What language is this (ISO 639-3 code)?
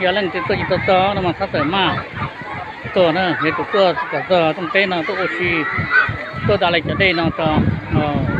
hmn